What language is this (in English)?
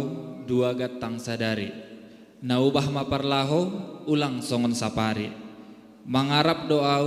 Batak Simalungun